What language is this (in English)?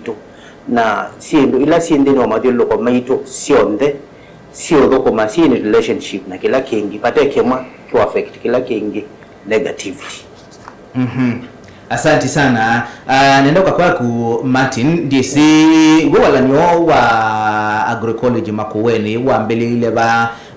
Kamba